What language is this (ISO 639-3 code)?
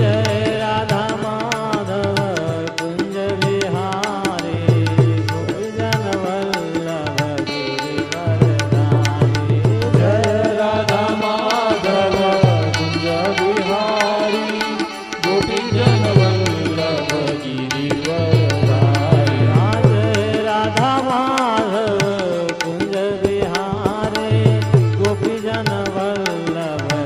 guj